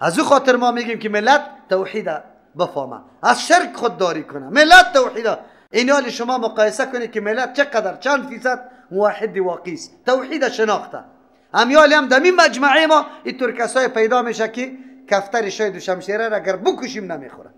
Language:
Persian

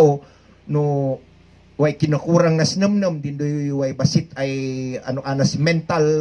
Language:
Kankanaey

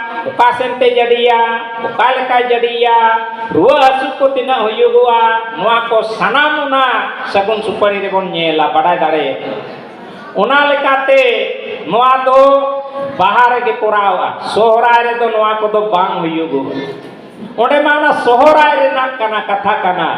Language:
Santali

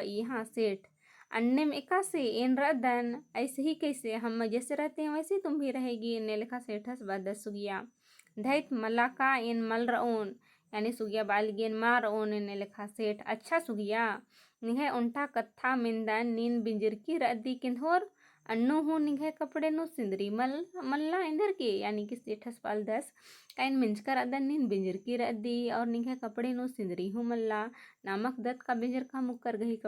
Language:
Kurukh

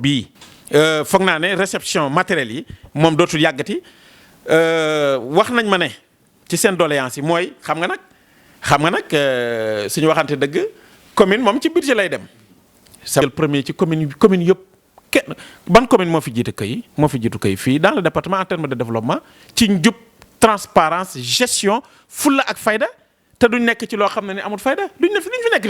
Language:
Wolof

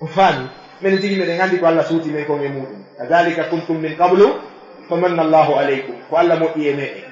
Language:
Fula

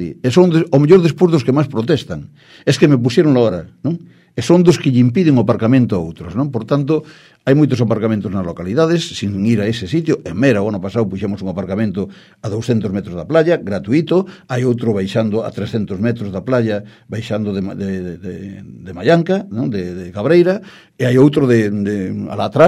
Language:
Galician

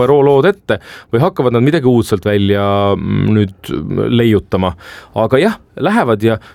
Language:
Estonian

